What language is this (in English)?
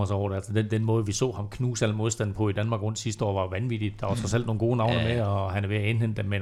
Danish